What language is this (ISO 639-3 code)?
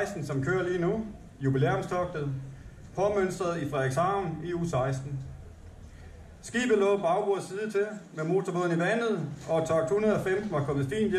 dan